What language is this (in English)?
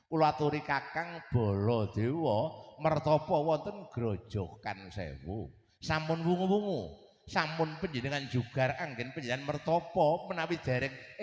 Javanese